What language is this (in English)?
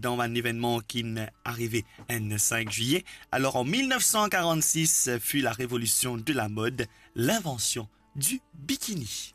Morisyen